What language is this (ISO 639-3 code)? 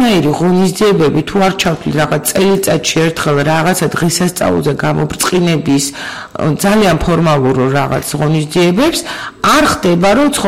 kat